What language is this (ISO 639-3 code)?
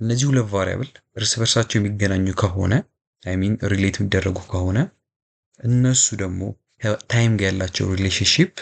amh